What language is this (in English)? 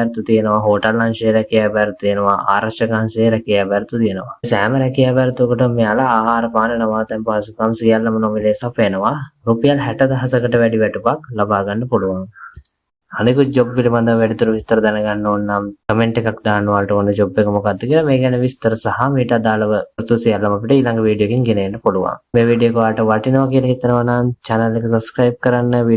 Sinhala